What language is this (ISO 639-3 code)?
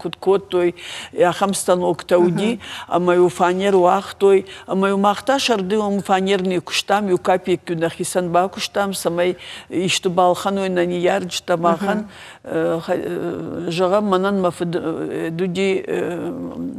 oss